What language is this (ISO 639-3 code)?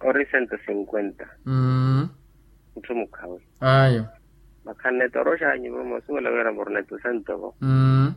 vmw